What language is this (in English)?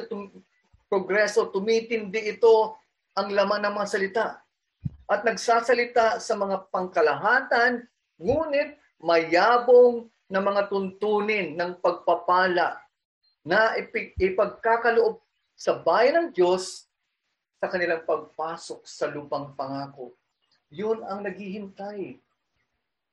Filipino